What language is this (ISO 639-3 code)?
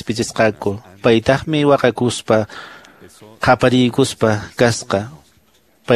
que